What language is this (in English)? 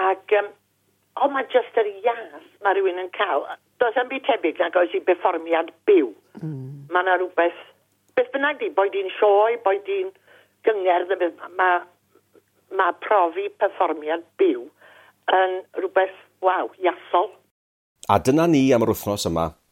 Welsh